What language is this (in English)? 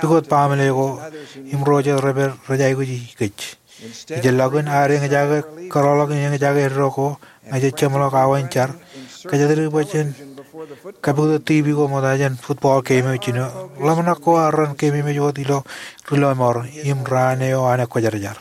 Marshallese